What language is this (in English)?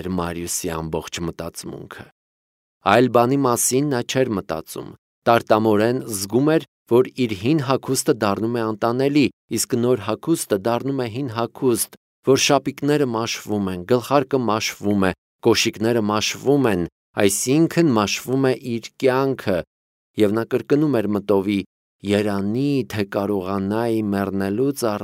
Armenian